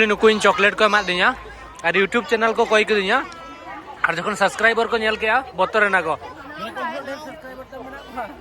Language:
Santali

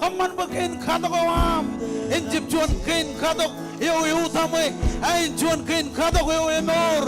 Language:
Marshallese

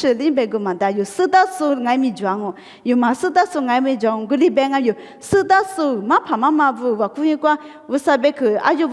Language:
Lisu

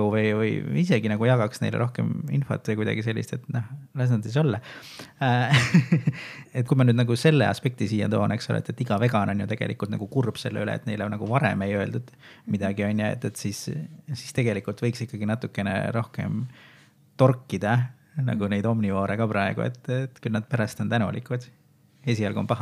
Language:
Estonian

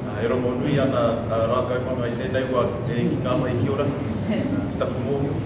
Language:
Māori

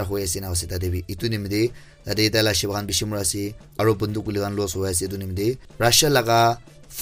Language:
Naga Pidgin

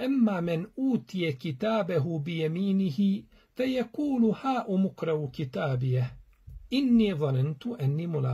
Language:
Bosnian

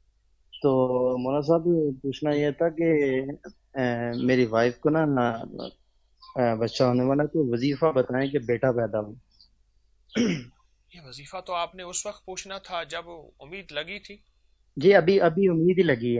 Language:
Urdu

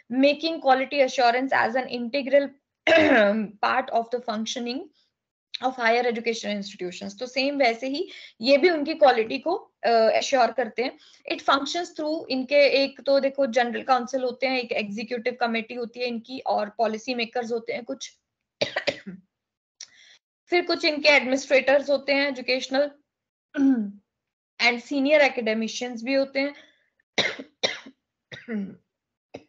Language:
Hindi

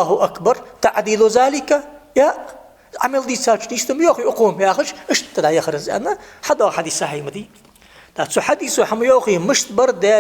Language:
Ingush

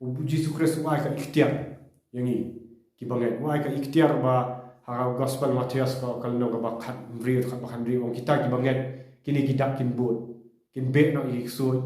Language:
Khasi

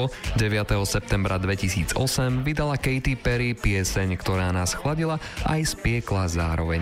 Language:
Slovak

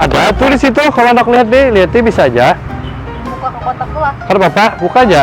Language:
Banjar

